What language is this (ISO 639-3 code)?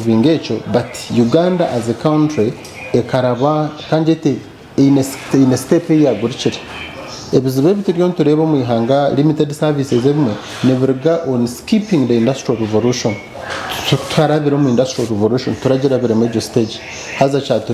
nyn